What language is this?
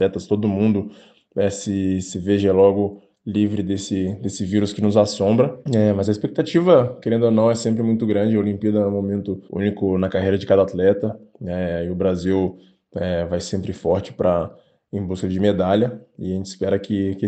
Portuguese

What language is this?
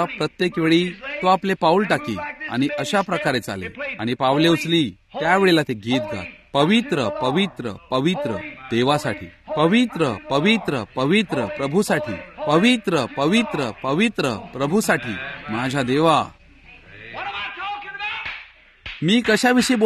Marathi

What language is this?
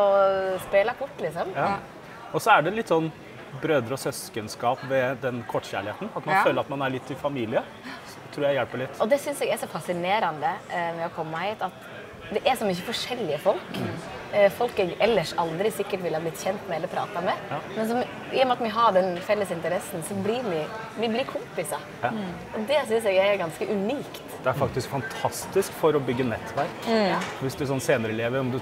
Norwegian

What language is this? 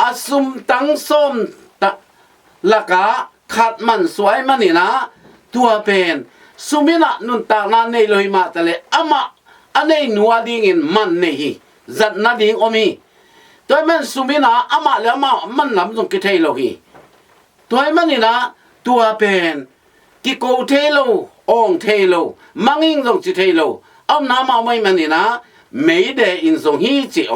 Tedim Chin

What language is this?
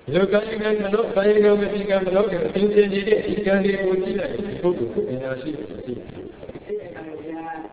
Burmese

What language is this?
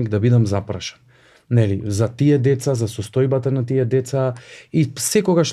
Macedonian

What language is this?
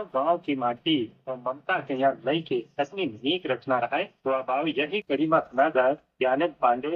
Awadhi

